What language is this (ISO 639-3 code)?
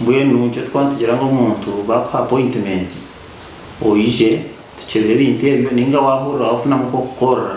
nyn